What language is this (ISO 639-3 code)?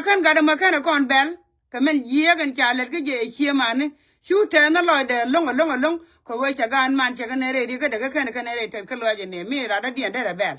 nus